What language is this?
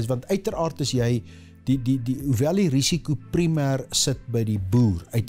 Afrikaans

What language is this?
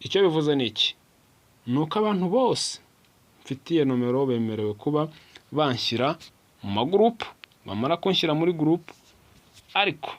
Kinyarwanda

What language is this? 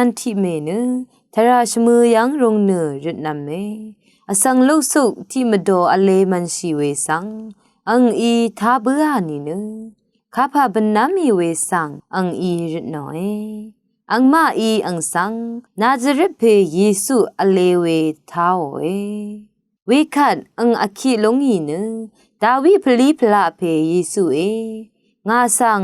Rawang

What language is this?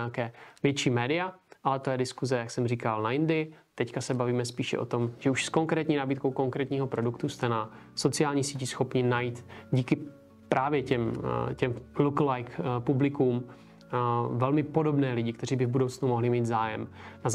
Czech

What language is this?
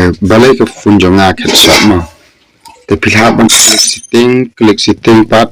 Khasi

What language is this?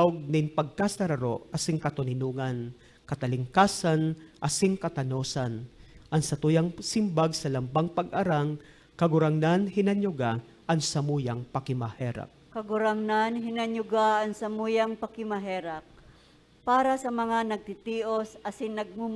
Bikol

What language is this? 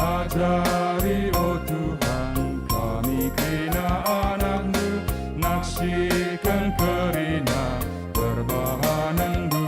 Batak Karo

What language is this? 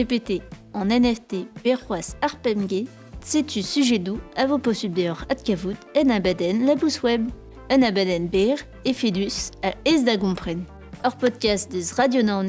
Breton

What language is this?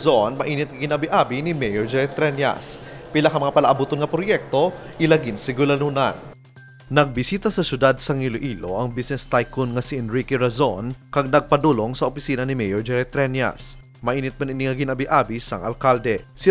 Hiligaynon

